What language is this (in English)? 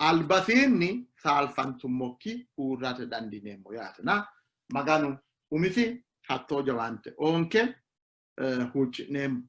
Sidamo